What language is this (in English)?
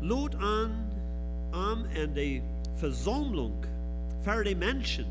Plautdietsch